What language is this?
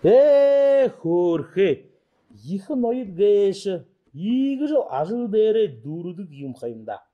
Buriat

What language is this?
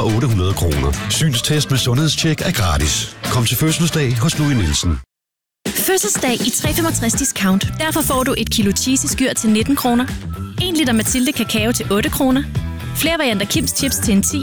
Danish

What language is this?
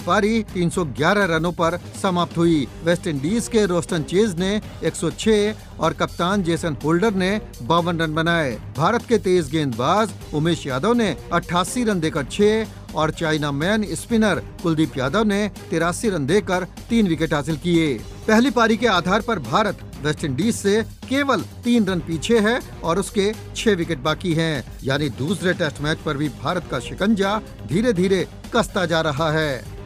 Hindi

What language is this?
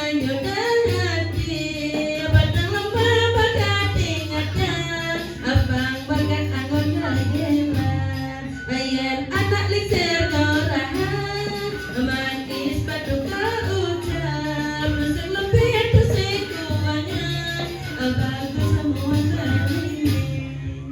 Balinese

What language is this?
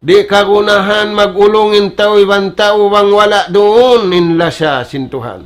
Tausug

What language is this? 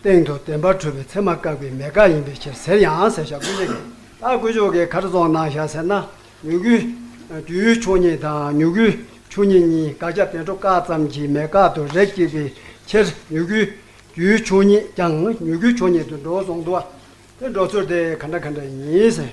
Tibetan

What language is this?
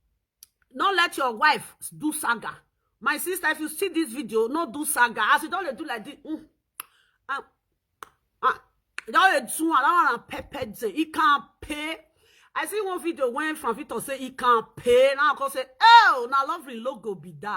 Nigerian Pidgin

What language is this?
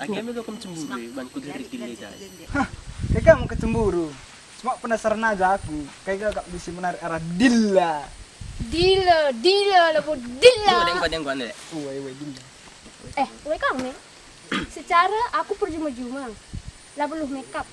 Batak Karo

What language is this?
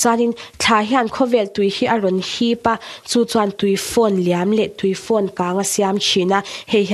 Mizo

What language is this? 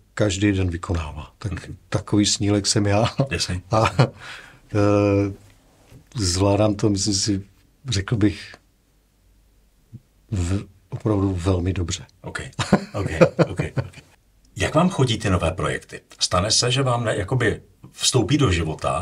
Czech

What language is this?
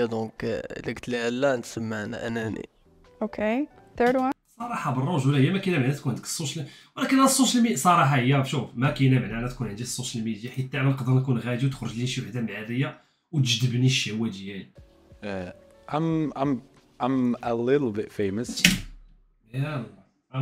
Moroccan Arabic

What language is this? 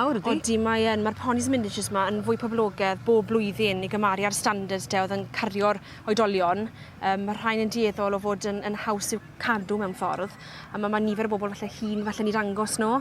Welsh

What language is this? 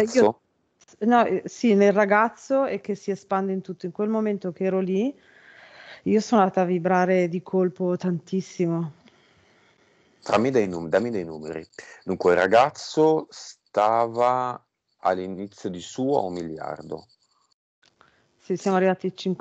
Italian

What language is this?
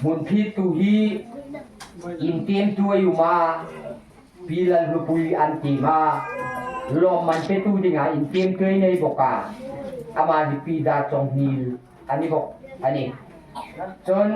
Hmar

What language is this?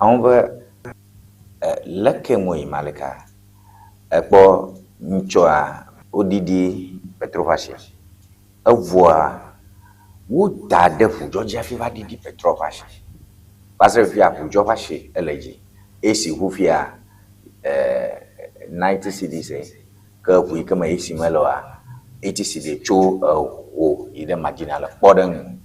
Ewe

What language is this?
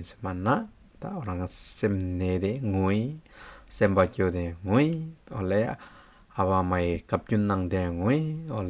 Hyolmo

